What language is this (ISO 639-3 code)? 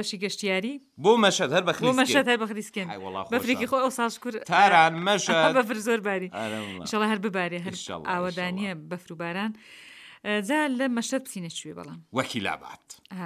ckb